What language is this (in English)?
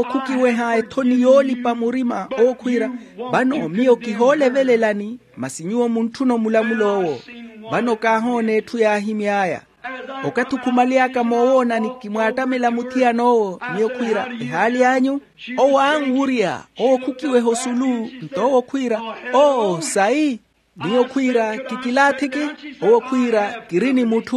Makhuwa